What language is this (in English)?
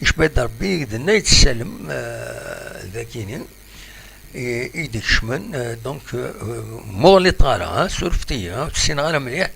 Kabyle